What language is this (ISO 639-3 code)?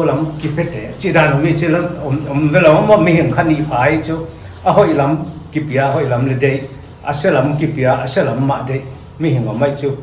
pck